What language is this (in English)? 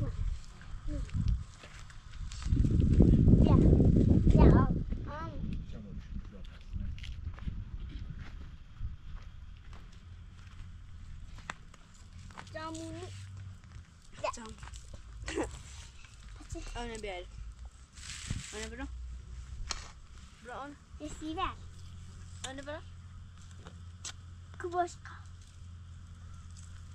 Persian